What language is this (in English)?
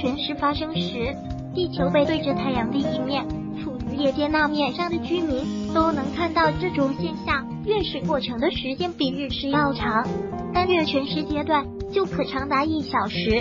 Chinese